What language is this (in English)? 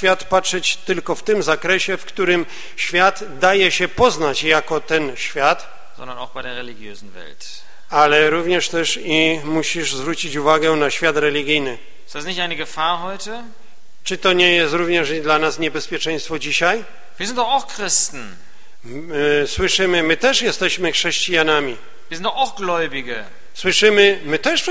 Polish